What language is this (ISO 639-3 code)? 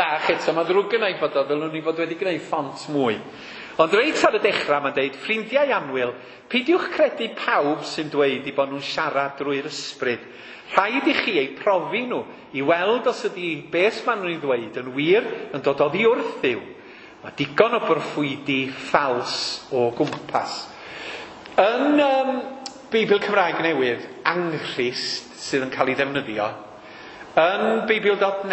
cym